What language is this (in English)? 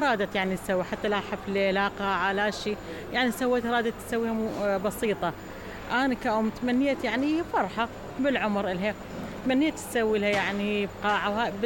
Mesopotamian Arabic